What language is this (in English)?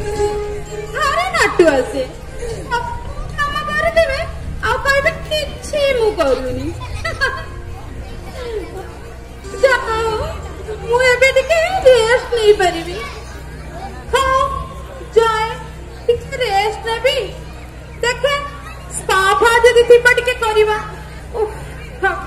Odia